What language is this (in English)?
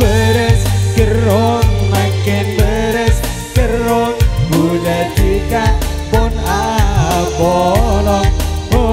Madurese